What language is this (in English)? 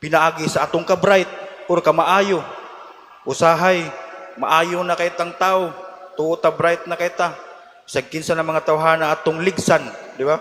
Cebuano